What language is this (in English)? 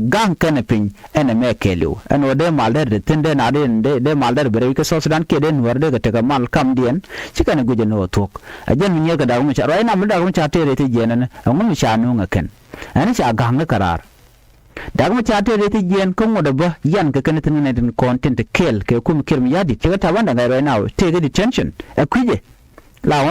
Nuer